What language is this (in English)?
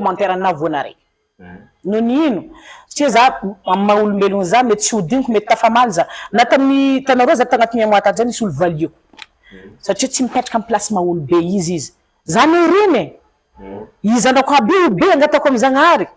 Malagasy